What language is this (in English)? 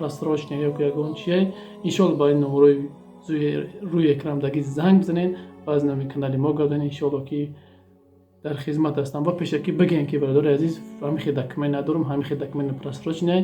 Tajik